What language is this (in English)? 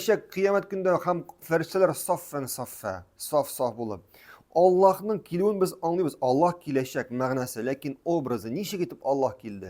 Tatar